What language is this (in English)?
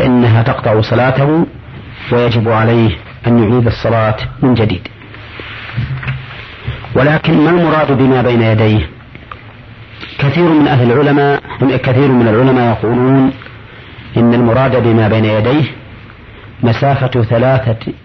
Arabic